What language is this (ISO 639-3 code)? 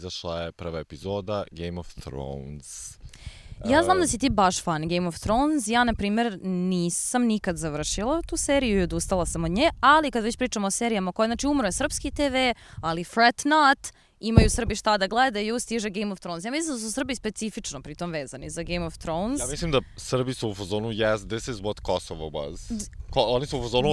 srp